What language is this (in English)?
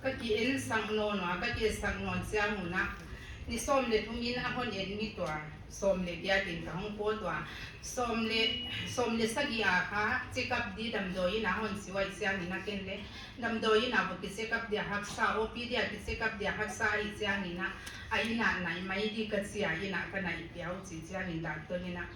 Paite Chin